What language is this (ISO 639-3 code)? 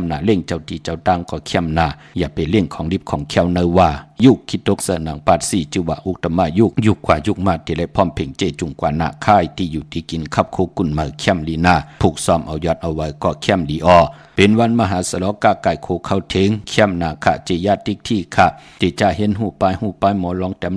shn